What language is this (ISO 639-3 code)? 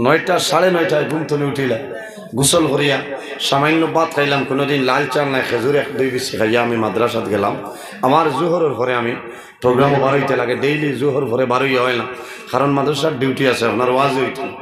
syl